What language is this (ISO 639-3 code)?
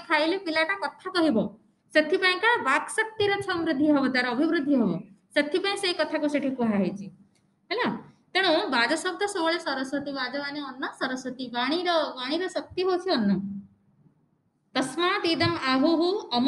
ori